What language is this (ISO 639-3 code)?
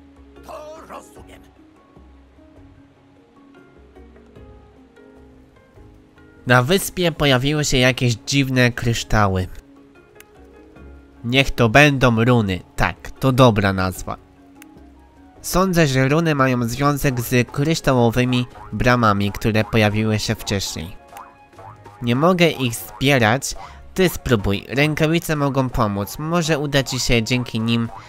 pol